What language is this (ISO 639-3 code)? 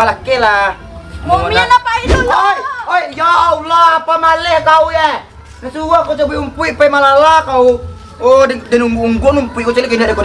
min